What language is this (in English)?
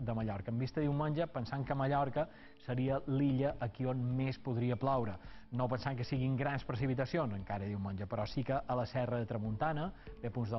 Catalan